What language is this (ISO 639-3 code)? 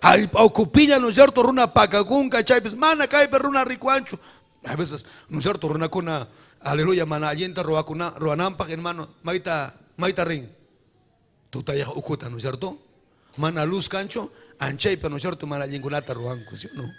quy